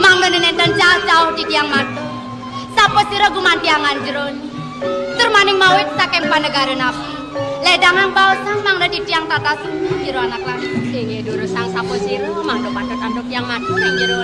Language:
Balinese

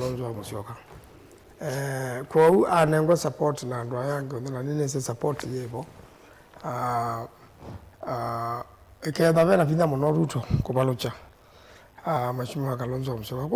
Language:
Kamba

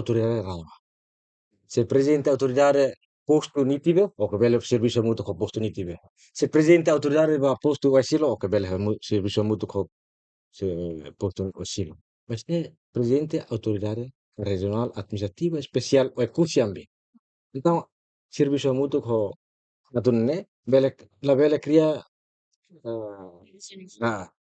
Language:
Tetum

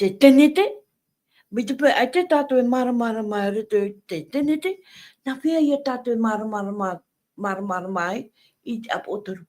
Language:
Tahitian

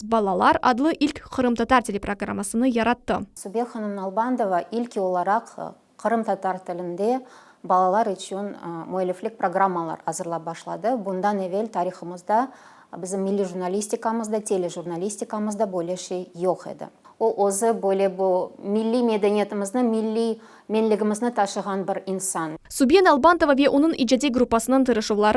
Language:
Crimean Tatar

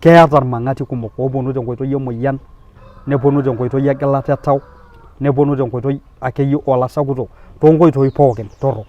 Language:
Masai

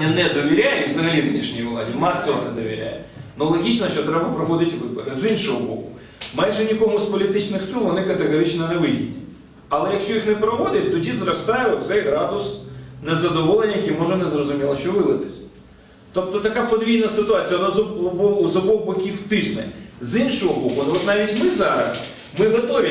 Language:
Ukrainian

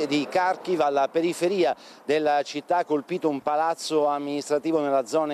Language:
Italian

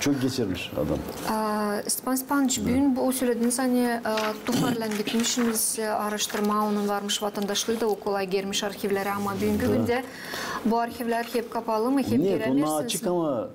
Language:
Gagauz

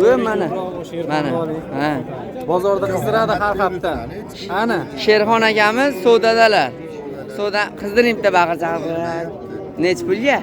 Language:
Uzbek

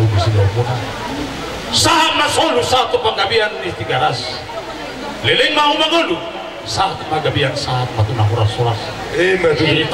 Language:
Batak Toba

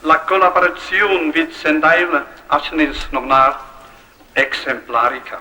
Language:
Romansh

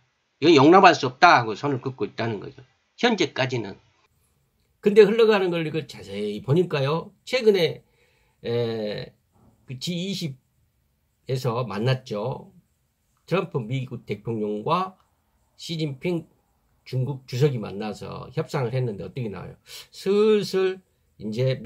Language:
Korean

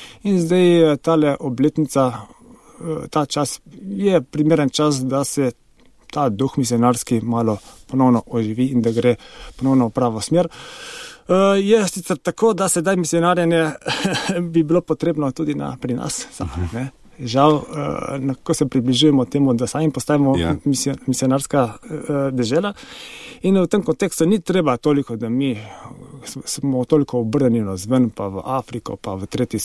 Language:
Slovenian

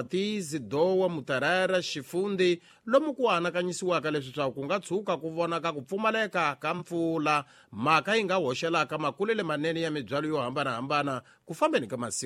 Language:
Tsonga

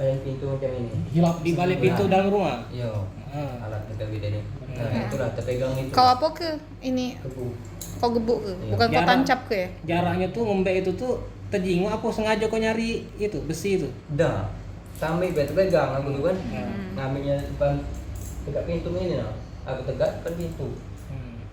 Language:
Musi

